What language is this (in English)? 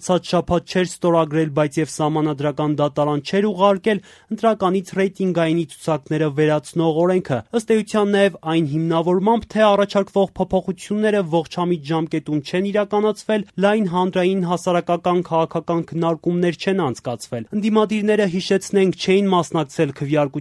Armenian